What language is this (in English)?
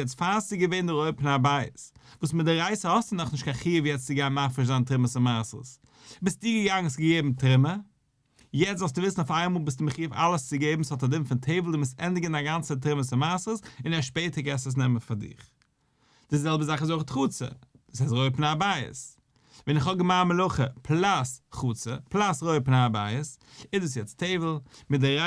Yiddish